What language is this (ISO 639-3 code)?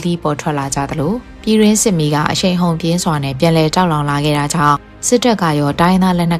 mya